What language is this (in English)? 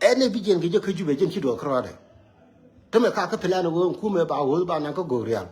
Nuer